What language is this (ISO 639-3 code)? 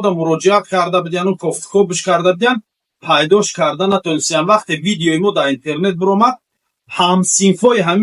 tgk